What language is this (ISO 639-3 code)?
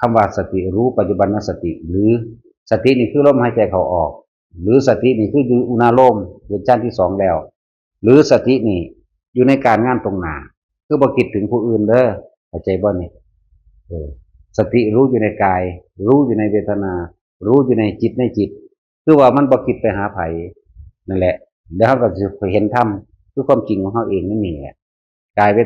tts